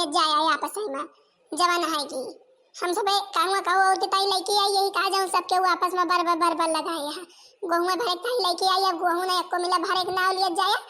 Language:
Awadhi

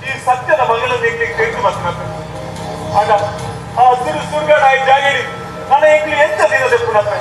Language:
Tulu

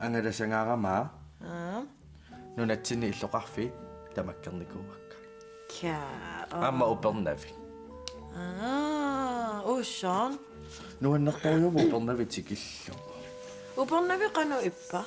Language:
Kalaallisut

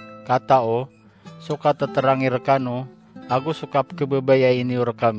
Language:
Maranao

